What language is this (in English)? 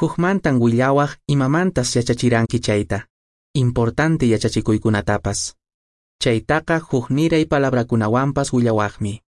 Quechua